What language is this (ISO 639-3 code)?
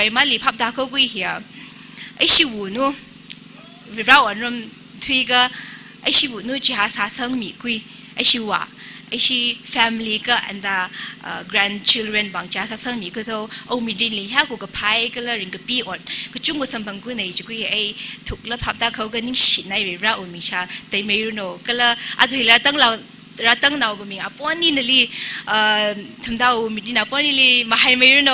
nmf